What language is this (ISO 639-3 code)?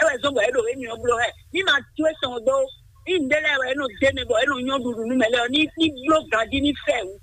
fon